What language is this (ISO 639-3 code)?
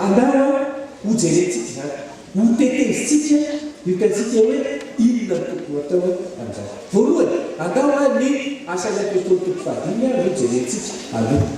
mlg